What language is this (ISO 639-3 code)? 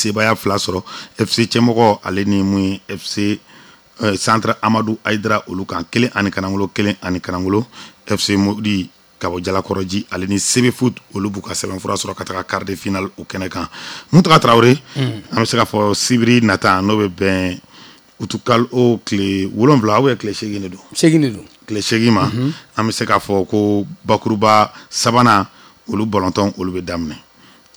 bam